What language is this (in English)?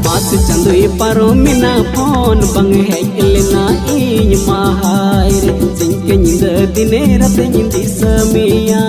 Santali